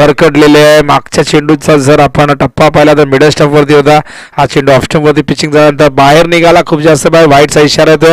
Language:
Marathi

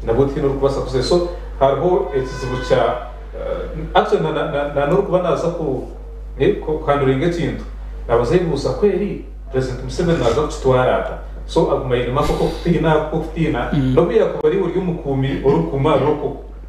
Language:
Nyankole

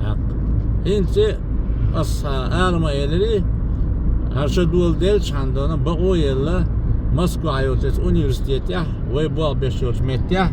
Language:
Chechen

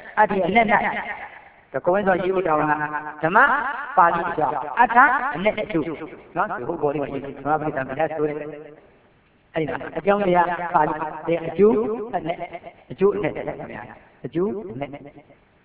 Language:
Burmese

